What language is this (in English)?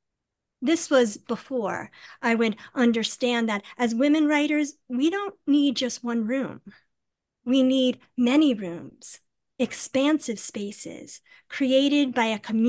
English